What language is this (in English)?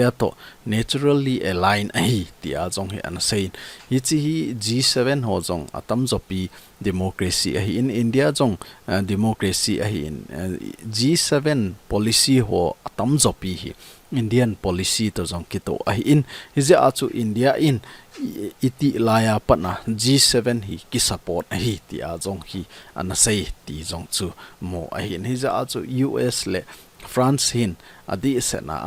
Thado Chin